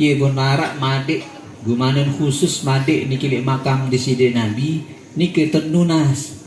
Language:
Sasak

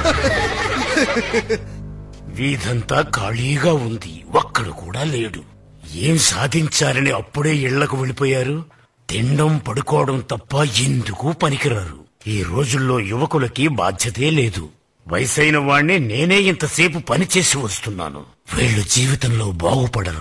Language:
Telugu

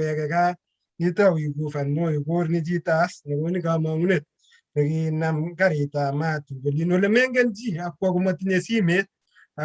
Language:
Kalenjin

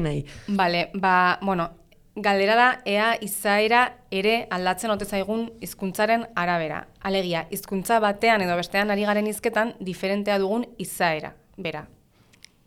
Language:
Basque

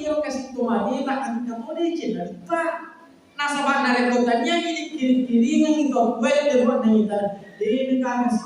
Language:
Buginese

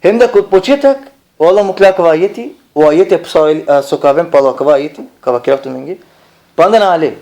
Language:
Balkan Romani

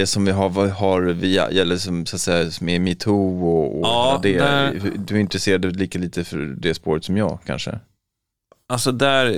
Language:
Swedish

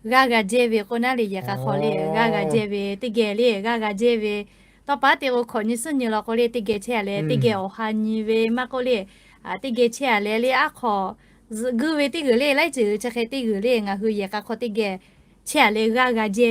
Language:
Lahu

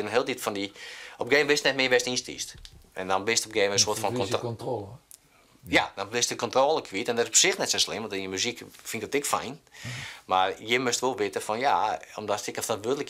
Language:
Western Frisian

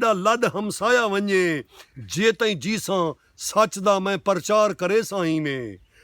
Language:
Saraiki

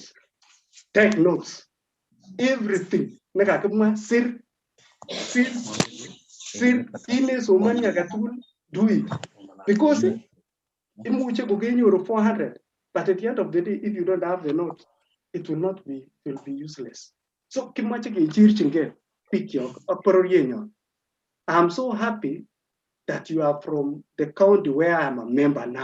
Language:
Kalenjin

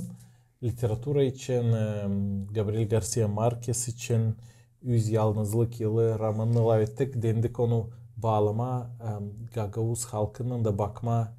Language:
Gagauz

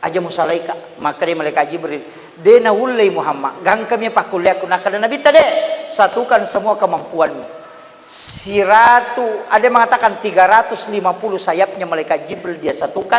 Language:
Buginese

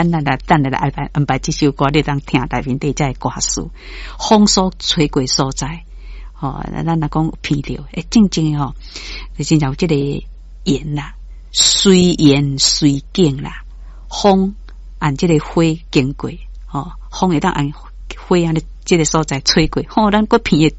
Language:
Min Nan Chinese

